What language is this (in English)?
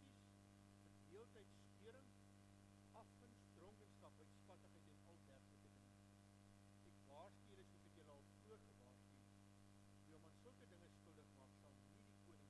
Afrikaans